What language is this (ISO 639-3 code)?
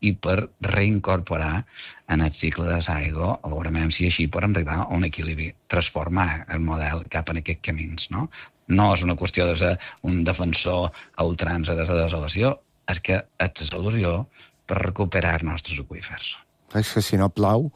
cat